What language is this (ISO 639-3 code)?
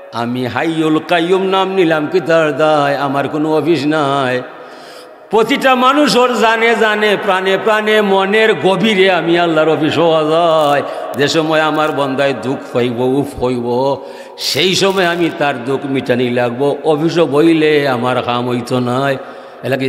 syl